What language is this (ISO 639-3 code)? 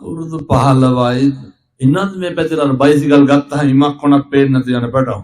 sin